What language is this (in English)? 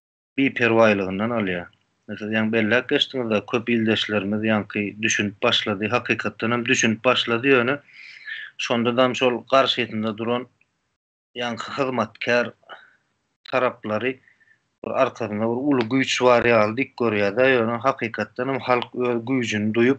Turkmen